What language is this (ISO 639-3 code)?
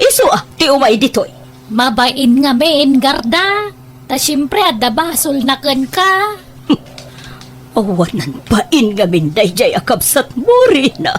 ilo